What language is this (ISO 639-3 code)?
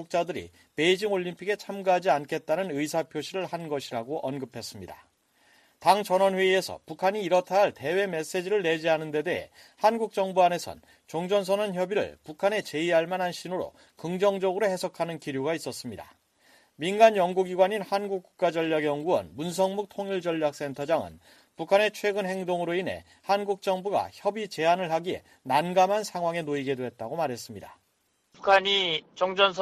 kor